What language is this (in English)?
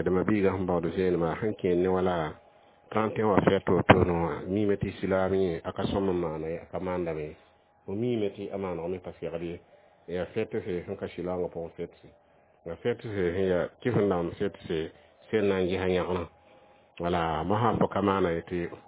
Mossi